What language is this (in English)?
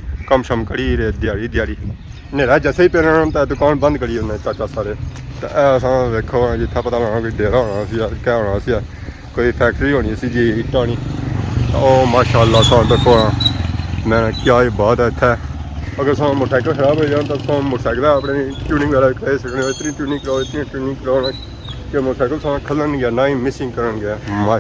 Pahari-Potwari